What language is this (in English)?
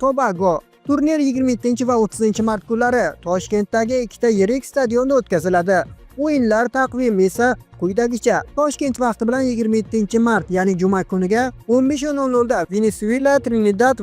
Uzbek